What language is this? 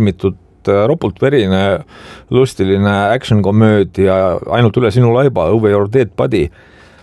Estonian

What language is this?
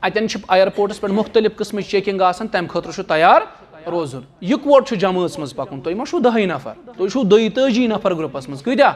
Kashmiri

